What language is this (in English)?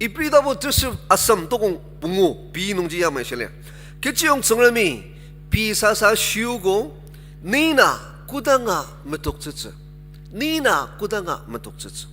Ao Naga